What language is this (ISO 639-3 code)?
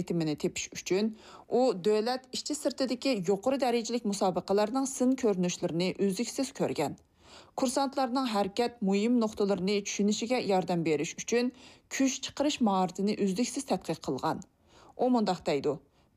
uig